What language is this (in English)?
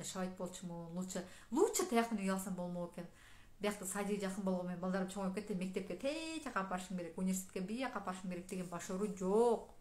Kyrgyz